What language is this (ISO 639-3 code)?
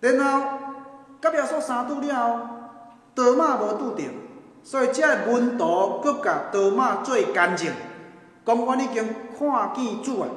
nan